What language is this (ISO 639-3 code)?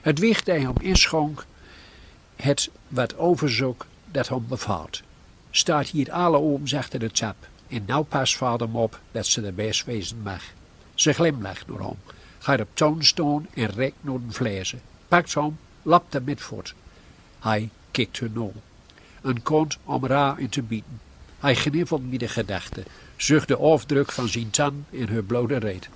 gos